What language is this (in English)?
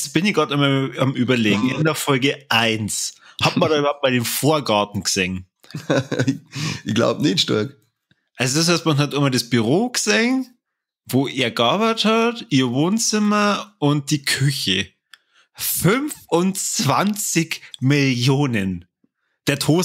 Bavarian